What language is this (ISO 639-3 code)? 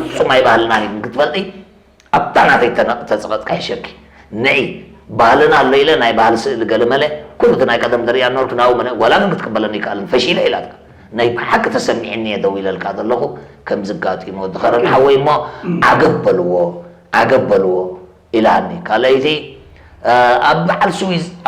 tir